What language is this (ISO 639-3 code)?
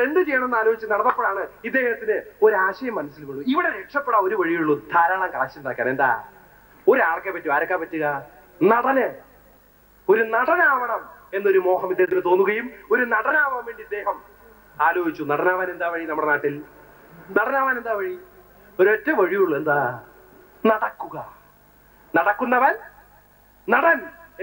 mal